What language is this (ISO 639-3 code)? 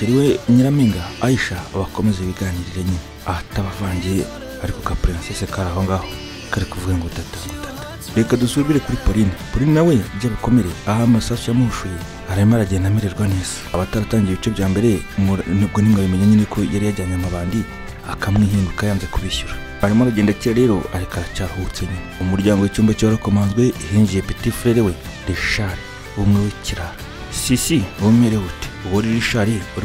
kin